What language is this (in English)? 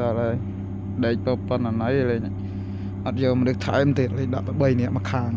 Khmer